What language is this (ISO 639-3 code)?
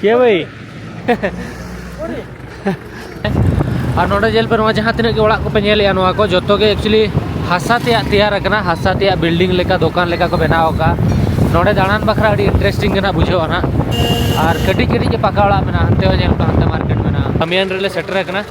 sat